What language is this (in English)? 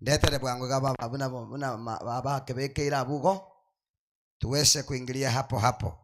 Gusii